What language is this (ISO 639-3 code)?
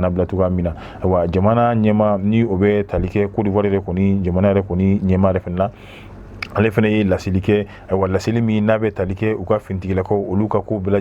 bam